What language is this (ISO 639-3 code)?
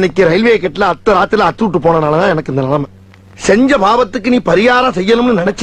tam